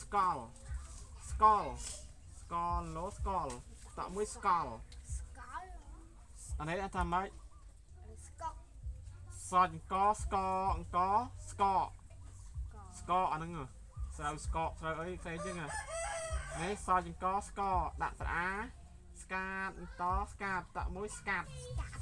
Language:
Khmer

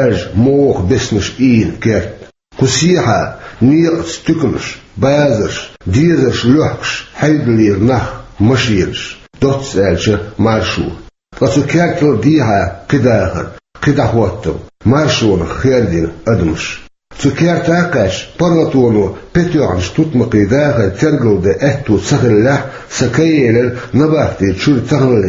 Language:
Chechen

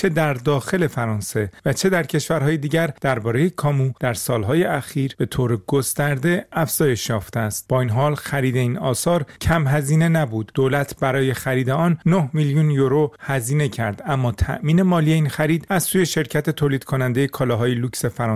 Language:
Persian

